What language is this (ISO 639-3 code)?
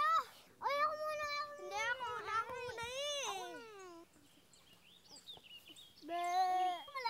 fil